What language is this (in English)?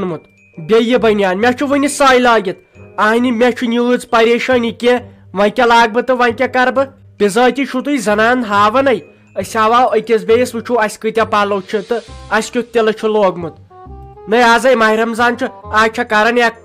Kashmiri